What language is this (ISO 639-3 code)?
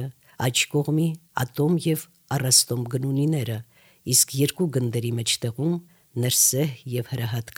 hye